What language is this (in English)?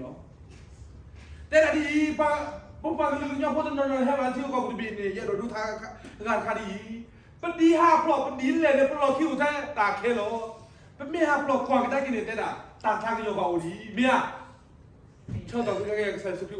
S'gaw Karen